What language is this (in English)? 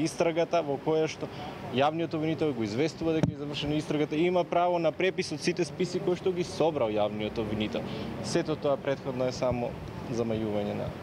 Macedonian